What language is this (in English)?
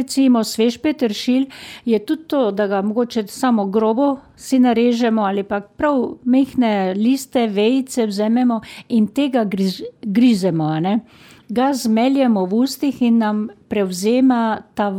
Slovenian